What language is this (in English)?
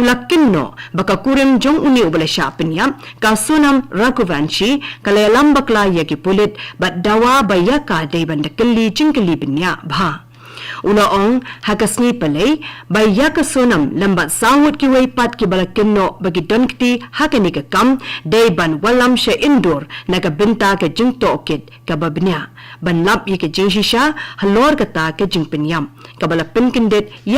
Khasi